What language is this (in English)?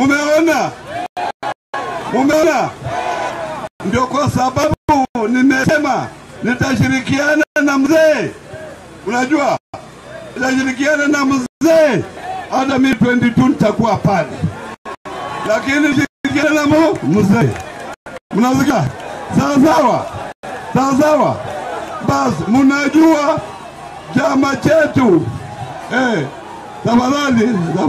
Swahili